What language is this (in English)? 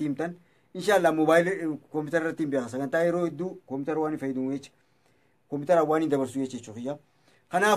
Oromo